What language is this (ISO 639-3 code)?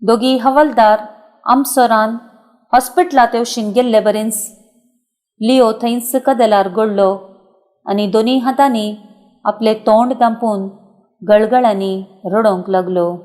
kok